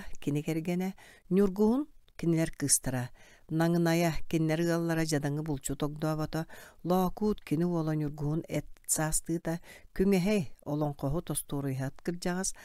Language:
Yakut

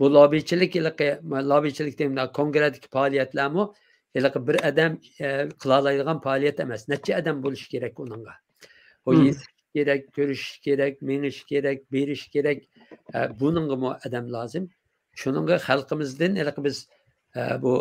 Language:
Uyghur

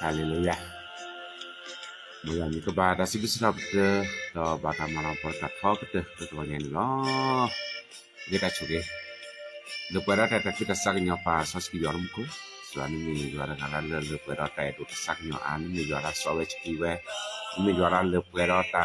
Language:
S'gaw Karen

